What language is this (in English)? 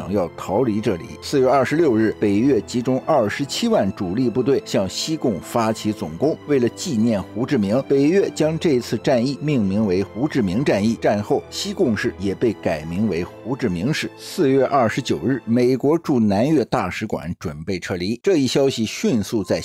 Chinese